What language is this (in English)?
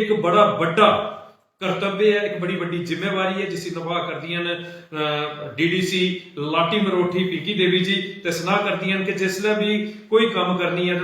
Dogri